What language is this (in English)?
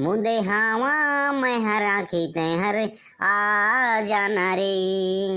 Chhattisgarhi